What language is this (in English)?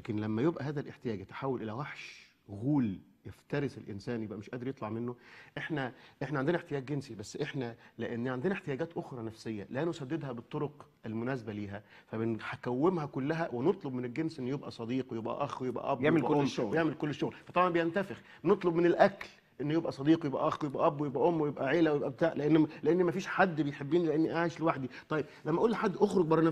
Egyptian Arabic